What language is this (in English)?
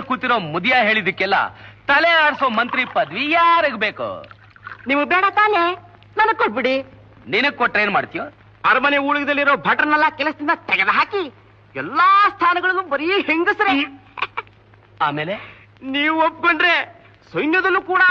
Kannada